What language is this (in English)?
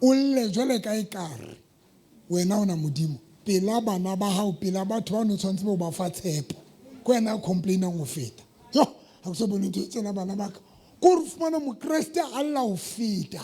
Southern Sotho